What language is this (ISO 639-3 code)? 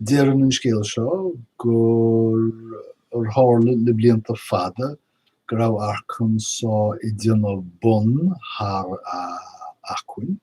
gle